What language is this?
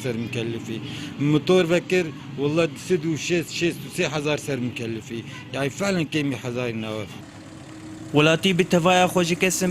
Kurdish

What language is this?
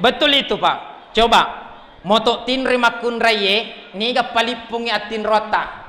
Buginese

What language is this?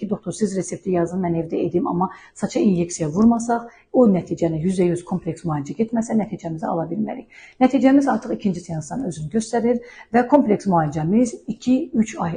Azerbaijani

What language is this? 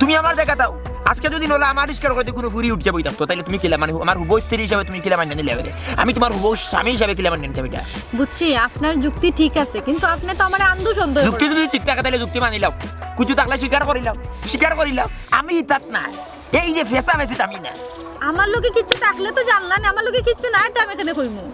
Sylheti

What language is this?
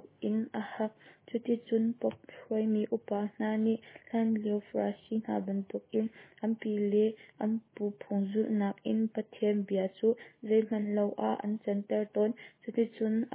Hakha Chin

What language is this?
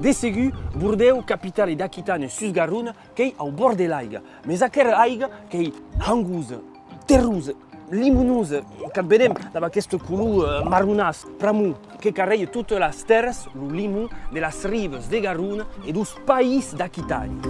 Occitan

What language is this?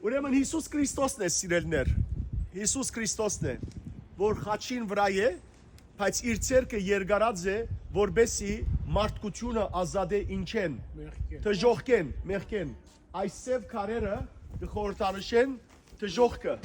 Western Armenian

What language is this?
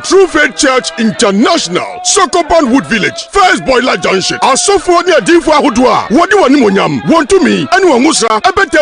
Akan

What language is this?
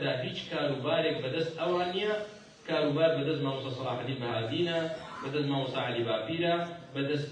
Central Kurdish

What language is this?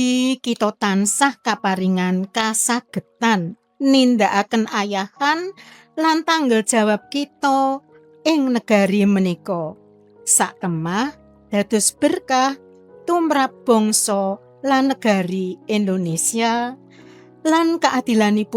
Javanese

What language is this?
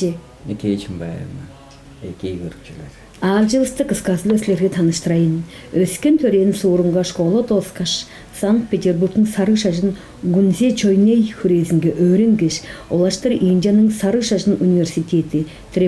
Tuvinian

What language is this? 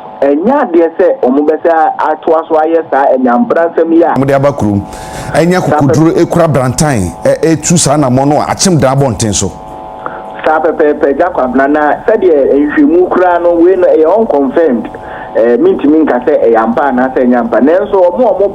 Akan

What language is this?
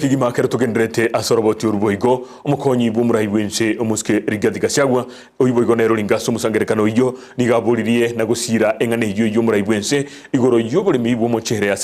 Gusii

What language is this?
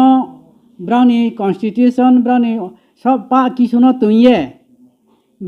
Riang (India)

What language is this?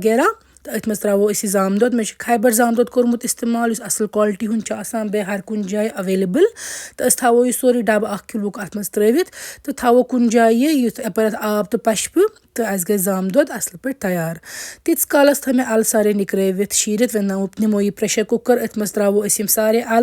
Kashmiri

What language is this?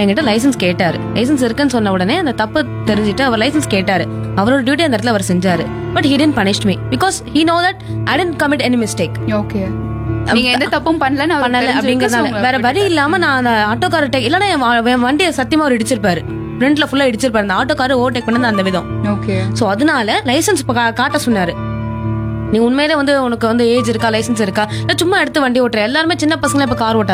Tamil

